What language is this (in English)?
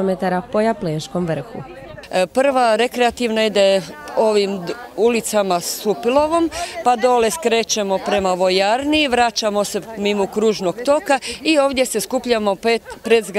Croatian